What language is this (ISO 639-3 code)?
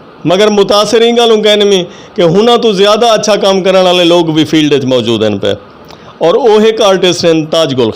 skr